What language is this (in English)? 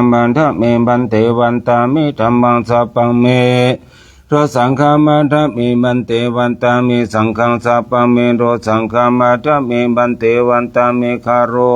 Pali